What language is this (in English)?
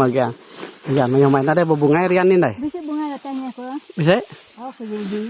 Iban